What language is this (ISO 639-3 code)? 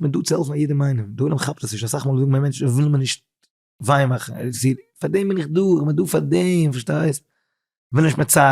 yid